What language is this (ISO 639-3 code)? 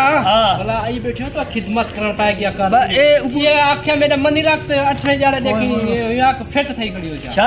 skr